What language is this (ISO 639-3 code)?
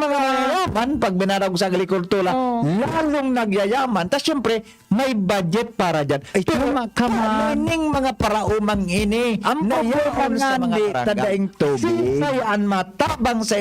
bik